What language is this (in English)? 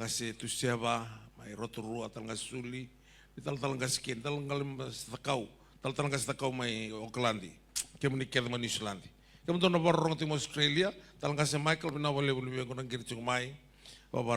Fijian